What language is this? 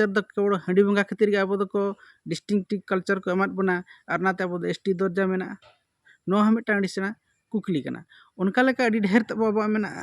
Santali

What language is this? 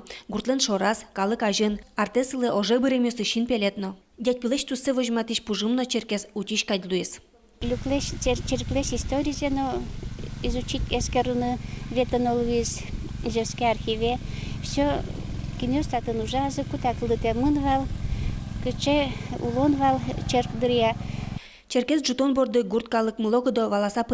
Udmurt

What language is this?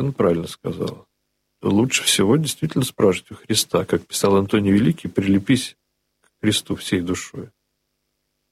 Russian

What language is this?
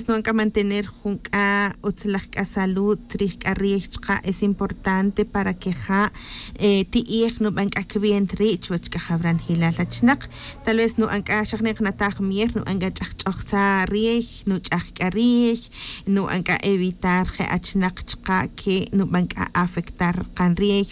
Tz'utujil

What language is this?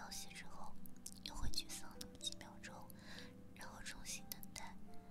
Chinese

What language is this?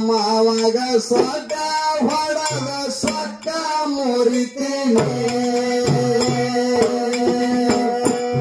Kannada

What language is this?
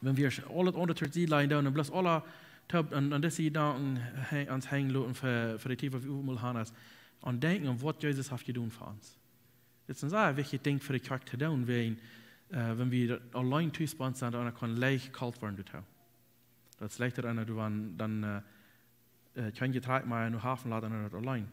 Plautdietsch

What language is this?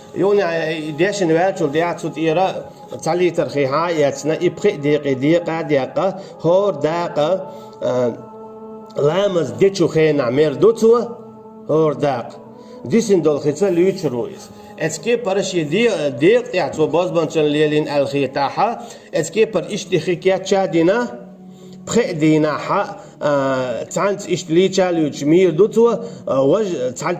Chechen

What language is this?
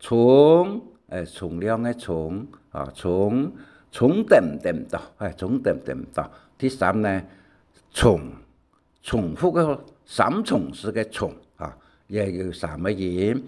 Hakka Chinese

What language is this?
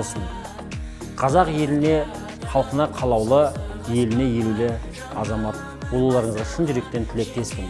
Kazakh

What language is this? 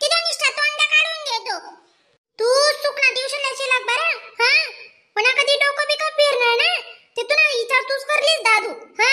Khandesi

